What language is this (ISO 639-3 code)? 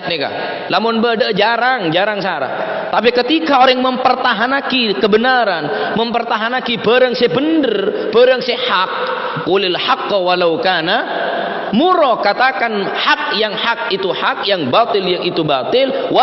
mad